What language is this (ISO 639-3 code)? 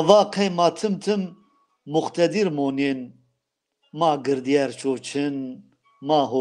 zza